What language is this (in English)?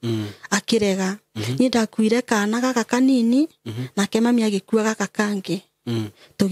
Kikuyu